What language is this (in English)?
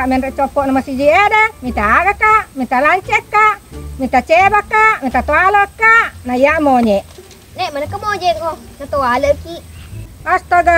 Buginese